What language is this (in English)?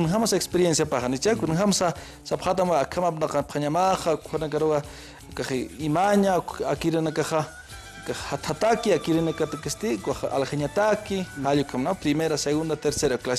Aymara